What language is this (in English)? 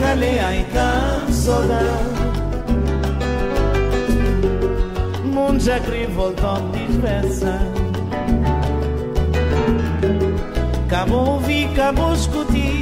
Portuguese